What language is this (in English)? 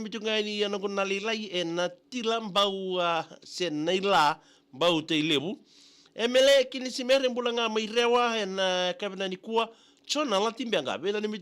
Fijian